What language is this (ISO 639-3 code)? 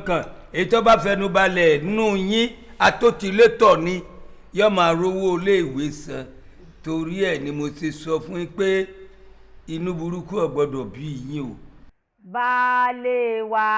yor